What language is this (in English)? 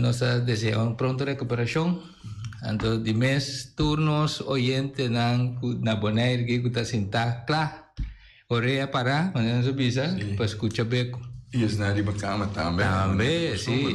Papiamento